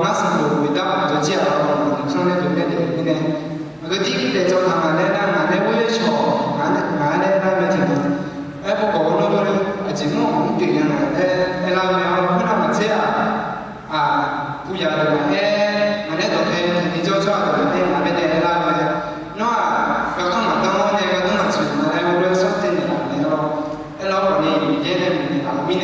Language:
Akha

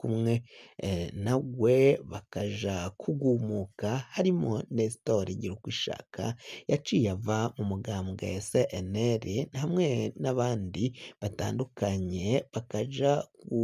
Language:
Rundi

